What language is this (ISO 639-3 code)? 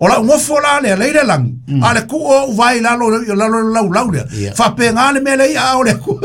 smo